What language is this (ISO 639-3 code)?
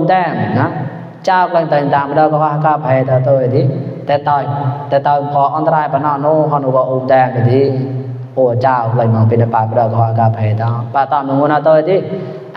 mnw